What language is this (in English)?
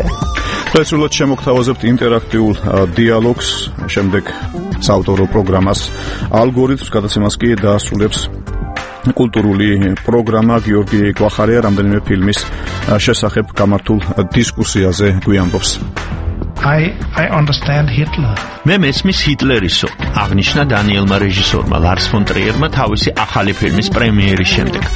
Georgian